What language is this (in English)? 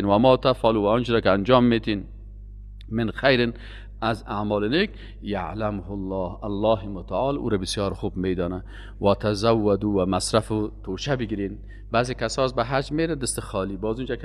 Persian